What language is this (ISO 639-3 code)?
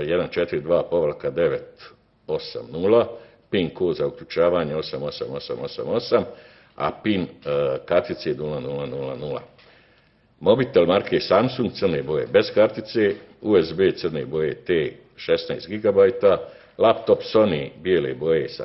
bos